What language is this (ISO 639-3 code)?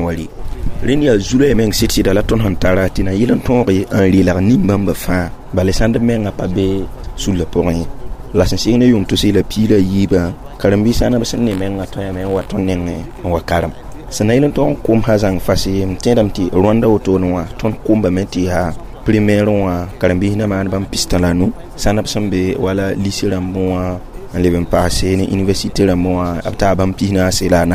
mos